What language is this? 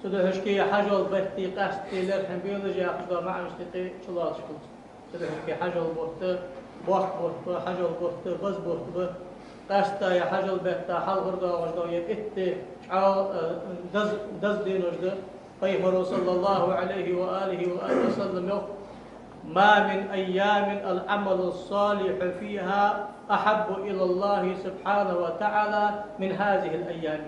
Ingush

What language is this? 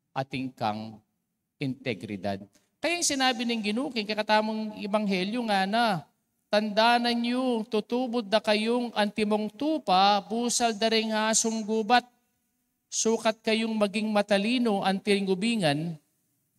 Pampanga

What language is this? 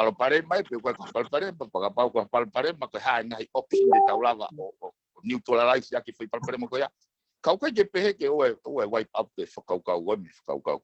Tongan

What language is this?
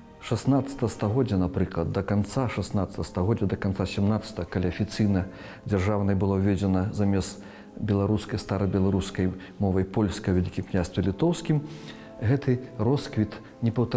Belarusian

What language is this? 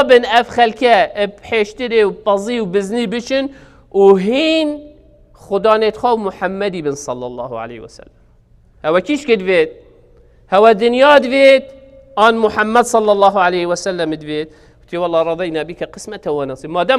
Kurdish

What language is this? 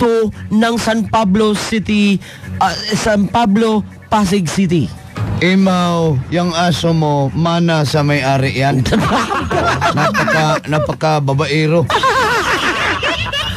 Filipino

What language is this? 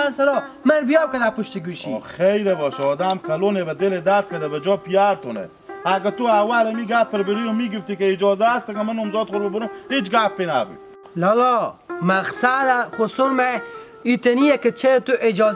Hazaragi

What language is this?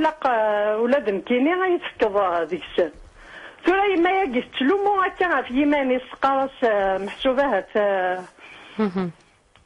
Kabyle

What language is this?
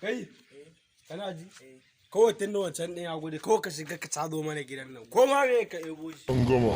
Hausa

